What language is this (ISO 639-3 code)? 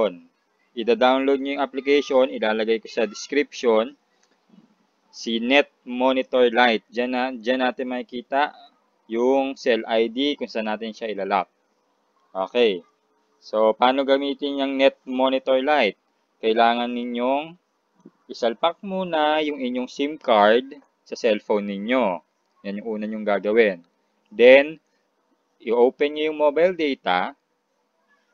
fil